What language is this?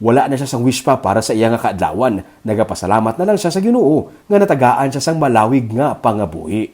Hiligaynon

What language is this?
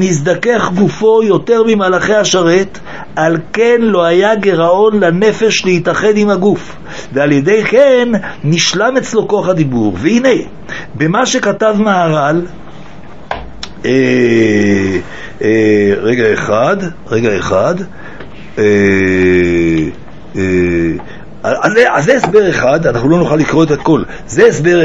Hebrew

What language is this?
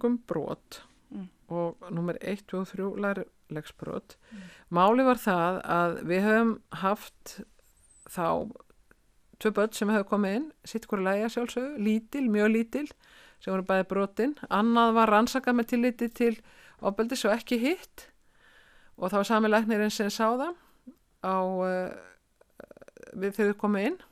Icelandic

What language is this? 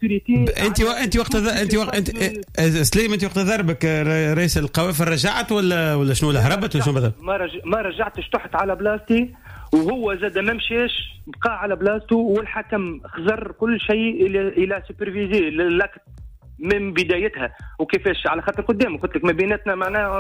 Tunisian Arabic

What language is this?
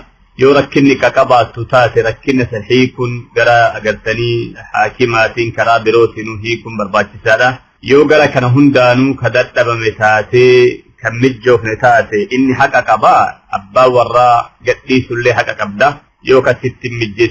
Oromo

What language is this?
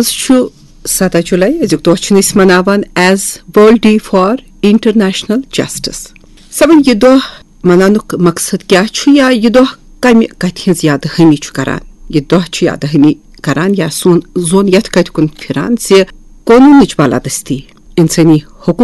Kashmiri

